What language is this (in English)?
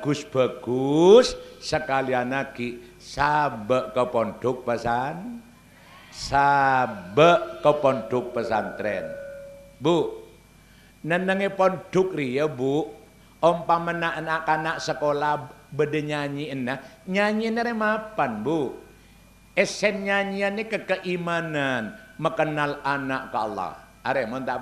Madurese